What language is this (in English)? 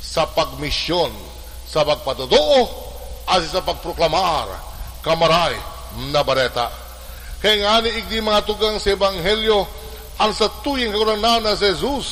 Bikol